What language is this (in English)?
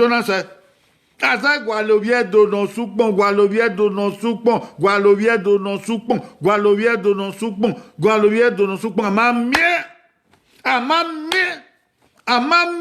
Bini